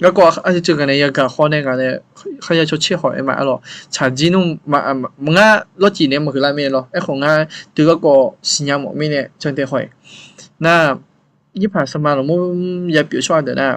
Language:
Akha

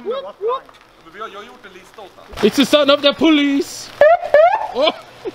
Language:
Swedish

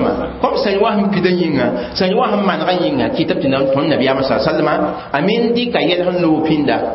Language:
Mossi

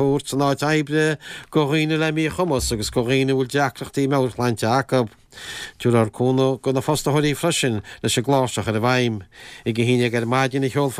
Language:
Irish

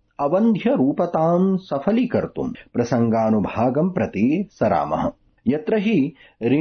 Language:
Sanskrit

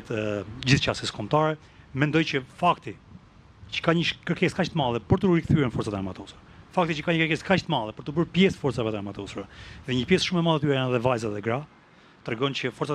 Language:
Albanian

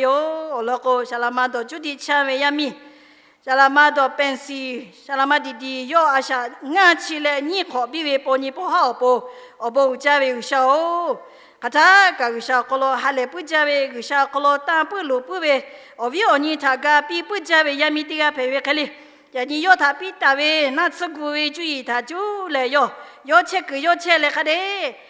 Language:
Lahu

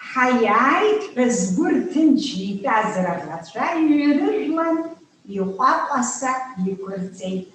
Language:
Abkhazian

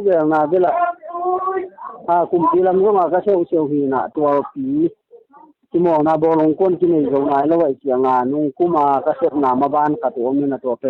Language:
Tedim Chin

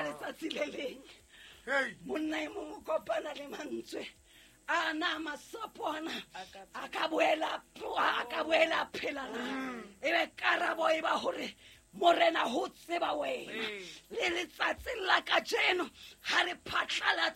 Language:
Southern Sotho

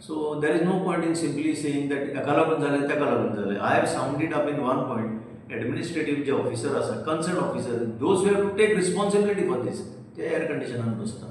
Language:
Konkani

